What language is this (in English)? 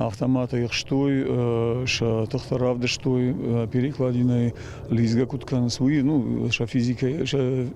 Ossetic